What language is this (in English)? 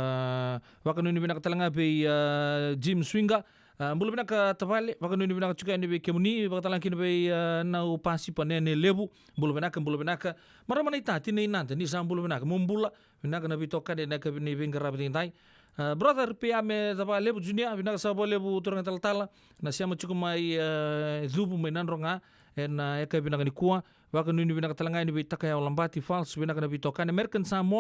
Fijian